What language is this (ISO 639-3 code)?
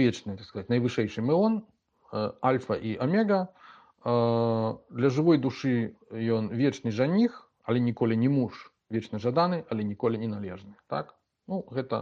bel